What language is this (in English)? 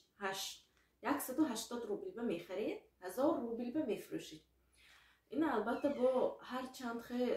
Tajik